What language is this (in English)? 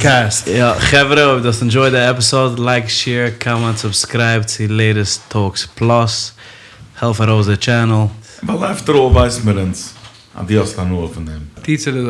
Yiddish